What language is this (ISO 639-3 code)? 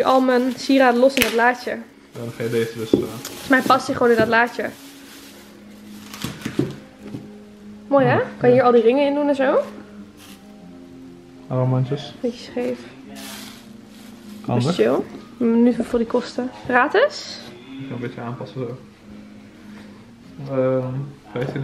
nld